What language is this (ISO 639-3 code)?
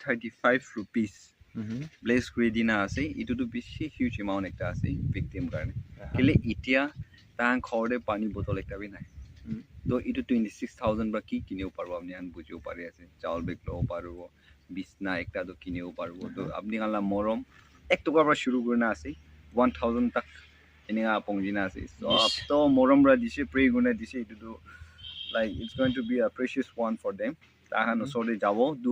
nag